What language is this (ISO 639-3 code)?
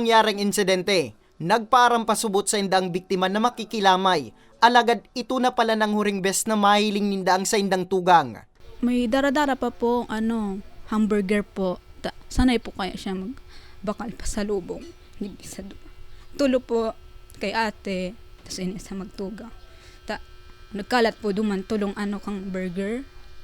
bik